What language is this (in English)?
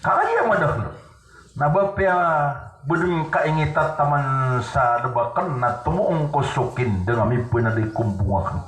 Maranao